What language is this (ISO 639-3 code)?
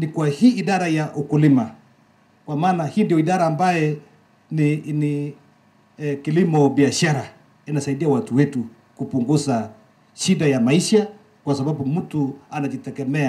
swa